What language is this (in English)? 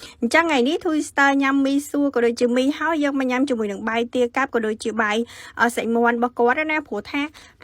Khmer